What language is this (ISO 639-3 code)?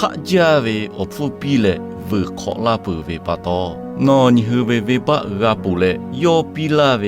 lhu